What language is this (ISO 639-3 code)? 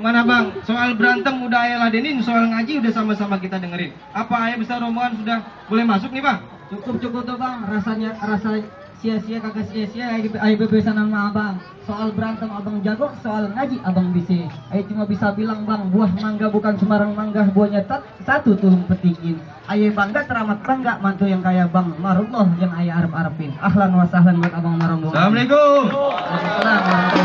bew